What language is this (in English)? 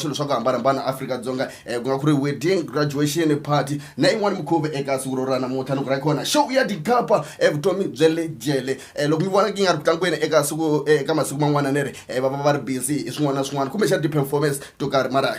Tsonga